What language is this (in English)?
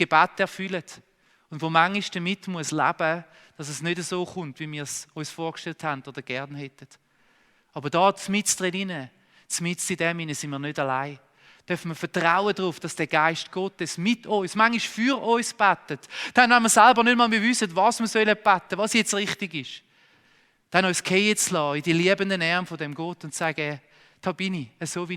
Swiss German